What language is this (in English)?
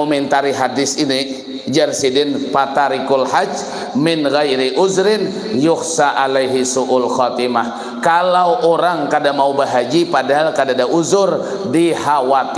Banjar